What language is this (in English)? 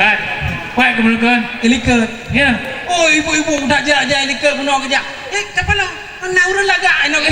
Achinese